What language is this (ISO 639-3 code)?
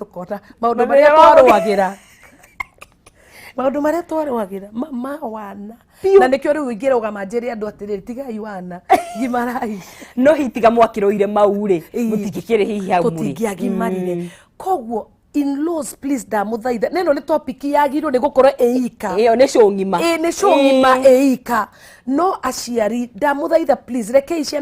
kik